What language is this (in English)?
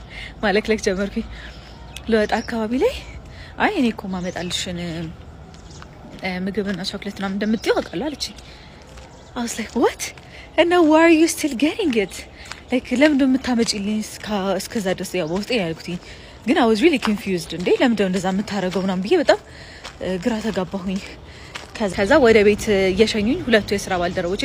Amharic